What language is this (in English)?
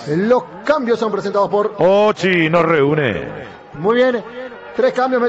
Spanish